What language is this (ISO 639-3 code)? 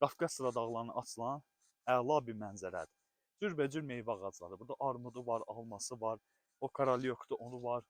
aze